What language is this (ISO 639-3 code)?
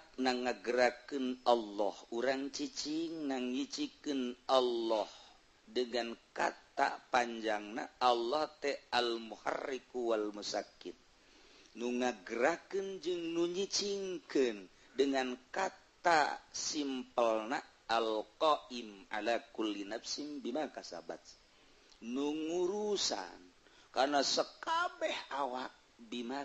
sun